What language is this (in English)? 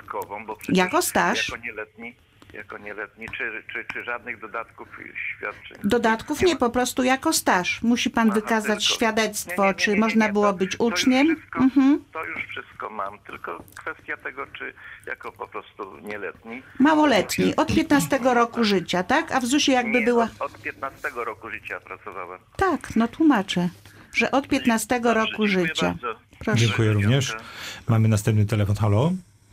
Polish